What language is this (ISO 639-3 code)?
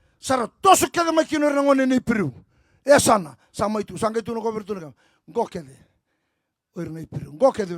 fij